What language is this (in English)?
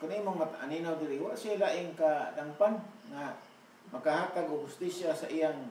Cebuano